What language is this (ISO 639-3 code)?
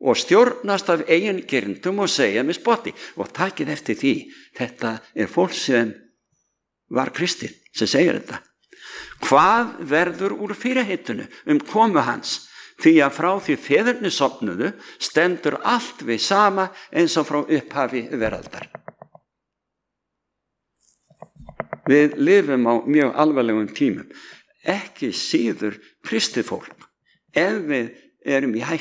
isl